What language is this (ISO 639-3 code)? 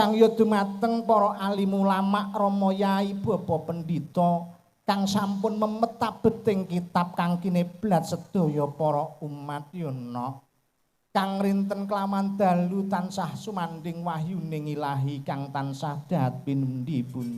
jav